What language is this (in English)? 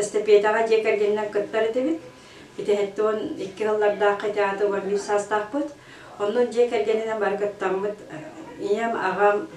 Yakut